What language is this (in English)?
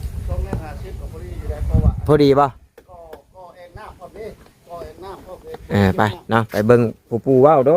Northeastern Thai